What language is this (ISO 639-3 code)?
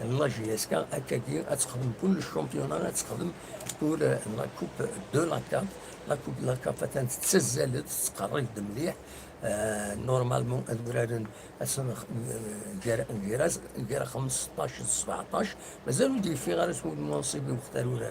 kab